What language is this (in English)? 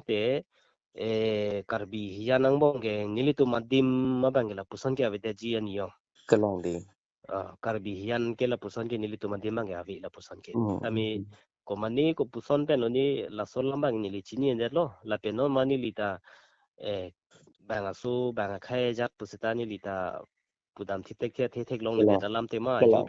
Karbi